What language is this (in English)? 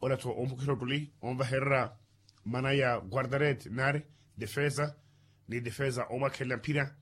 Makhuwa